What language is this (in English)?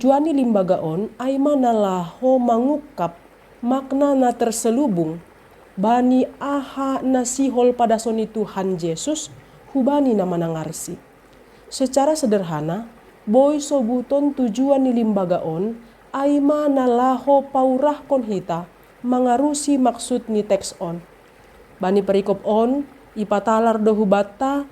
Batak Simalungun